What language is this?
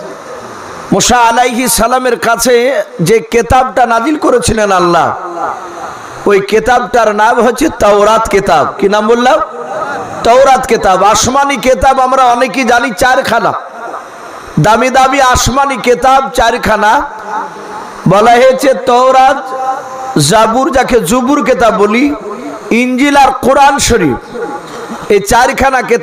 Bangla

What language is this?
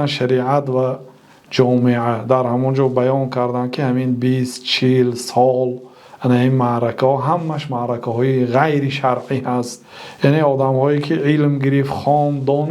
Tajik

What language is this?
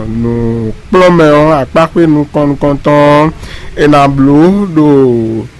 Fon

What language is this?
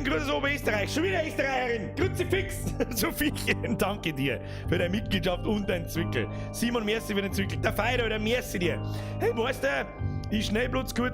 Bavarian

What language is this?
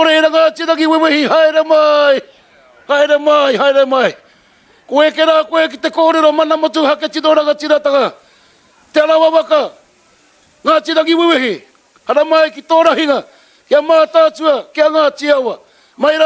Māori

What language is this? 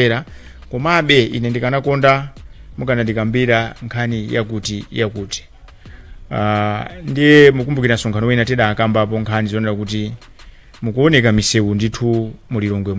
Nyanja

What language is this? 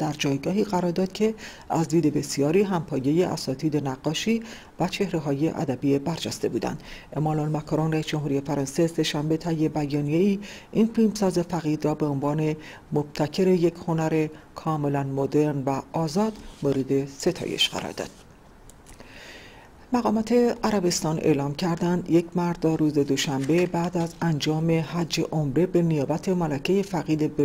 Persian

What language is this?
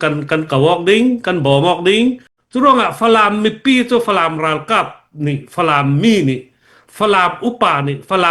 Falam Chin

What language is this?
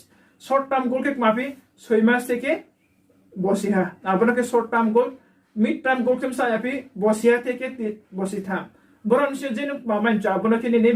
Riang (India)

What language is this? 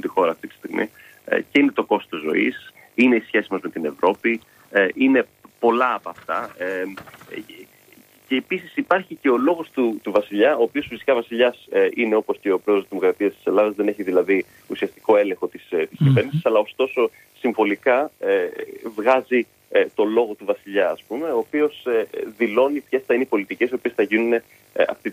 Greek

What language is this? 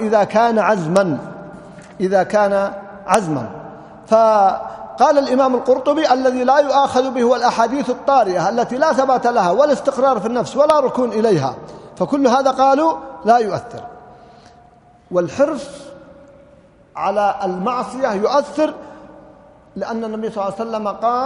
Arabic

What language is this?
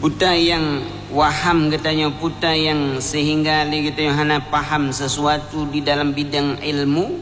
Achinese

